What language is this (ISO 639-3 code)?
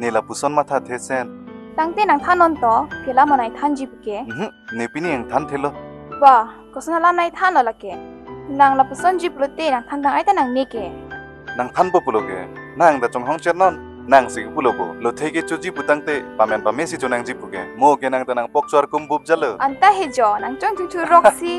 mjw